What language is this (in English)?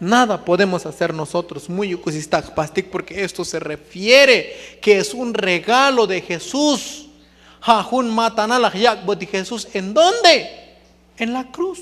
Tzotzil